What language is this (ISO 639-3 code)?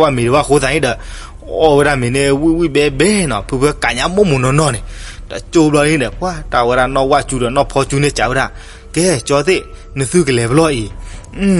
ksw